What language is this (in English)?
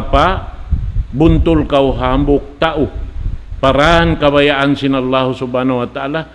Tausug